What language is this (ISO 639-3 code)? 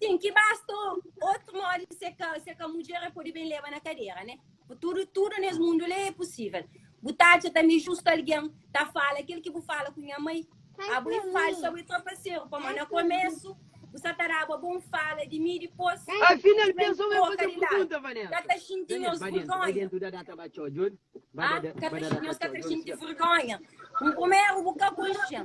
kea